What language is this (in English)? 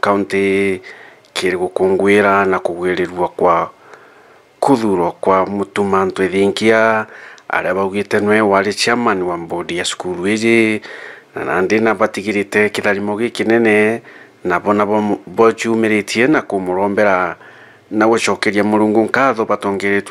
Meru